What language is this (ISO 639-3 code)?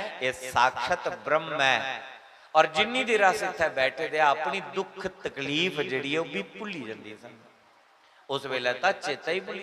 doi